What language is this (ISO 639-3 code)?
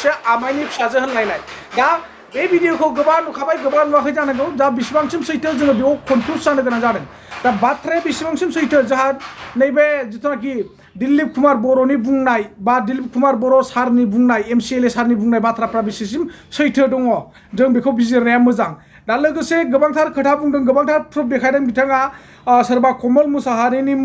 brx